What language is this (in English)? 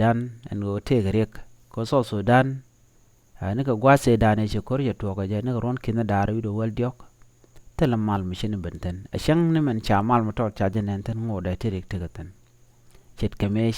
Nuer